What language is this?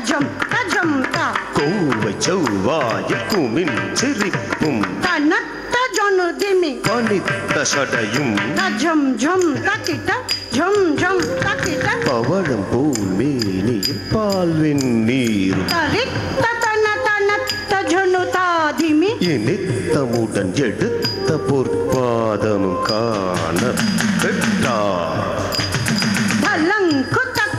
Tamil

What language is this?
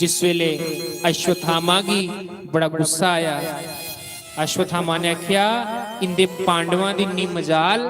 Dogri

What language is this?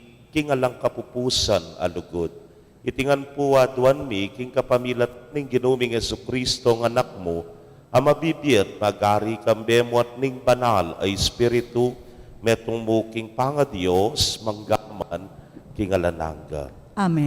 Pampanga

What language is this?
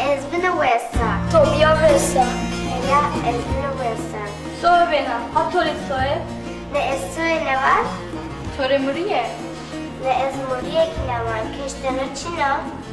Zaza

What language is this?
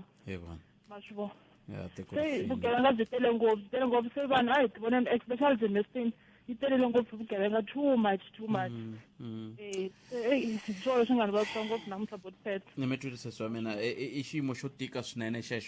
Tsonga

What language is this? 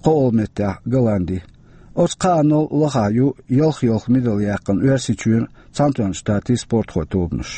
Chechen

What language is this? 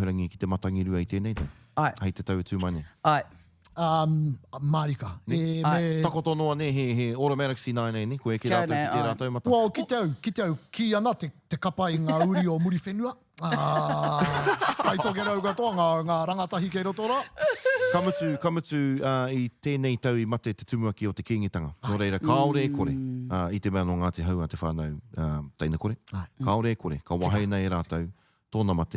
Māori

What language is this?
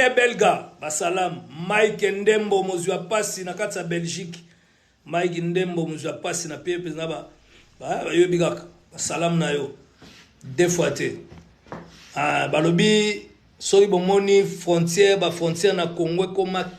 Lingala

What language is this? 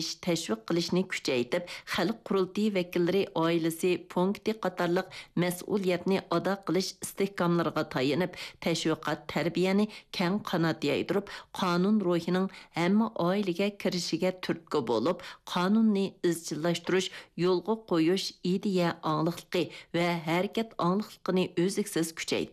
Uyghur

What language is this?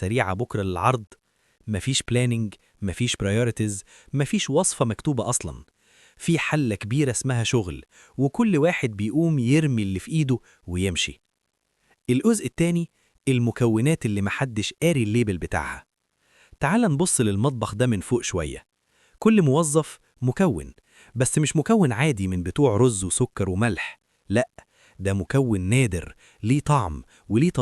Egyptian Arabic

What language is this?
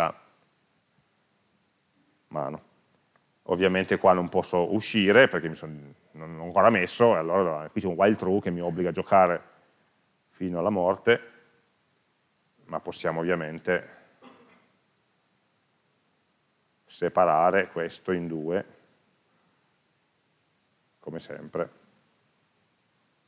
Italian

